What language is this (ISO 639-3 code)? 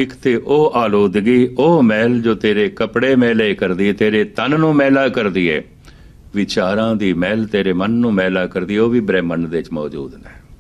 pan